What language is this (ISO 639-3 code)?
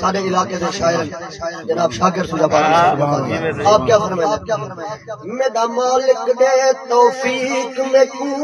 skr